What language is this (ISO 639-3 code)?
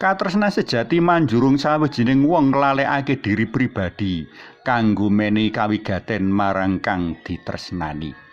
jav